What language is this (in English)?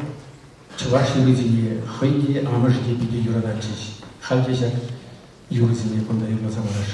Chuvash